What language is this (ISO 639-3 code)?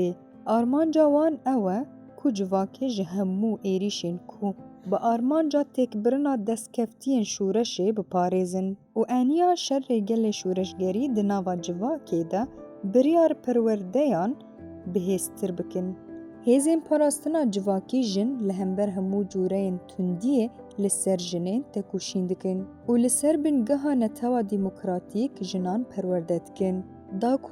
kur